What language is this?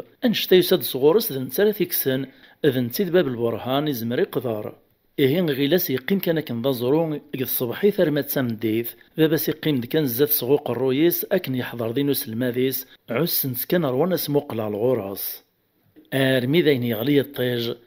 Kabyle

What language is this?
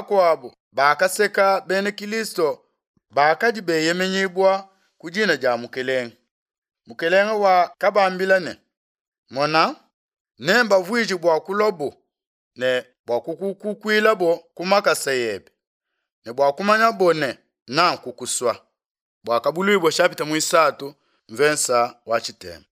Luba-Lulua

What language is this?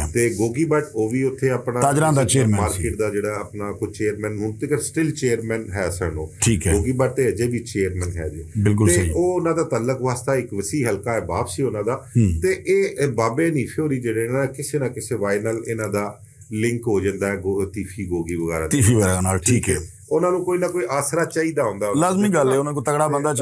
Western Panjabi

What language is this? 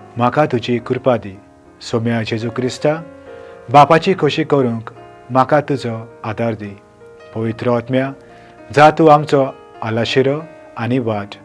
Konkani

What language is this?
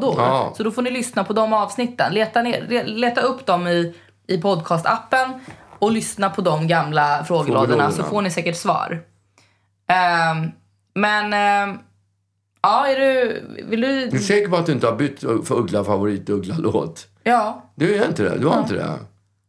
Swedish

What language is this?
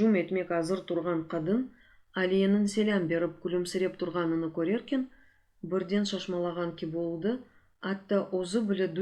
Crimean Tatar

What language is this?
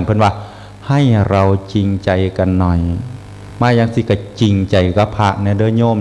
Northeastern Thai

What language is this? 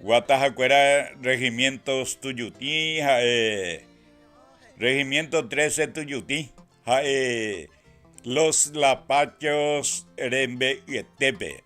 Guarani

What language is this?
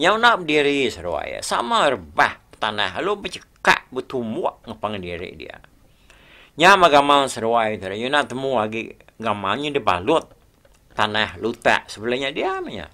Iban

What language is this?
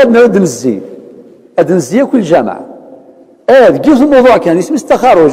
Kabyle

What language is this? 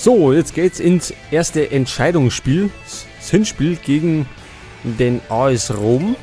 Bavarian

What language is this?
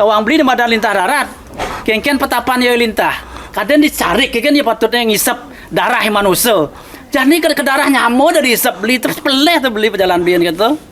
Balinese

